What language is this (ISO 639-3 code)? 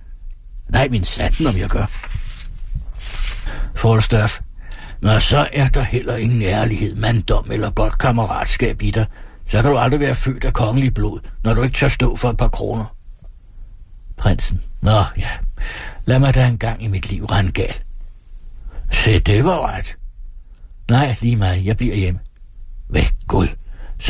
dan